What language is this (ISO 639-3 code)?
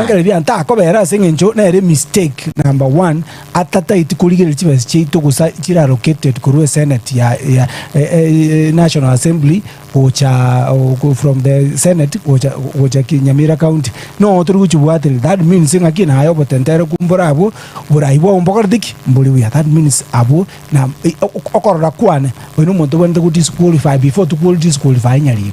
guz